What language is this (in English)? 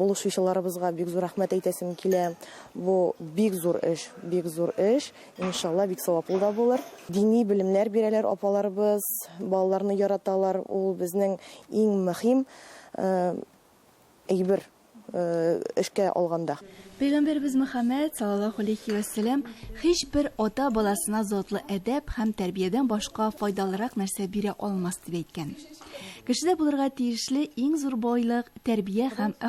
Tatar